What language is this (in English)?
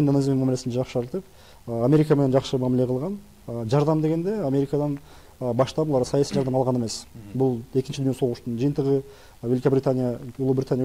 Kyrgyz